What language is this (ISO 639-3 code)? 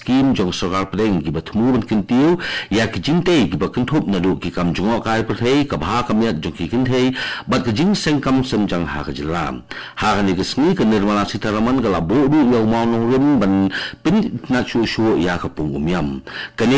kha